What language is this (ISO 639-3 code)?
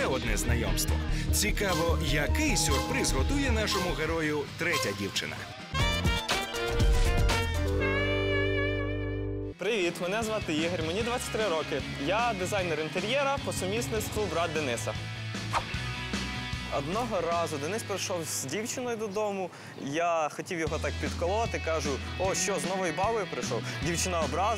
ukr